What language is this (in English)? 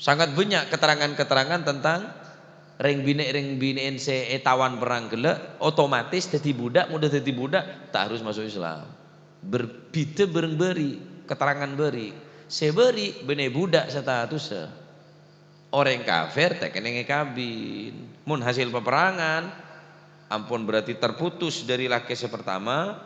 Madurese